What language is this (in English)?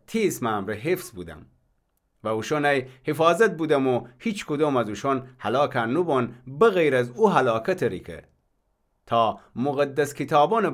Gilaki